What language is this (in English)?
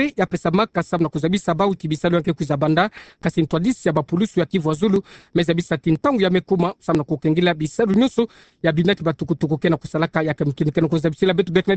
Kituba (Democratic Republic of Congo)